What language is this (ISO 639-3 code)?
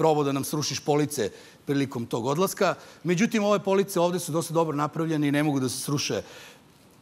srp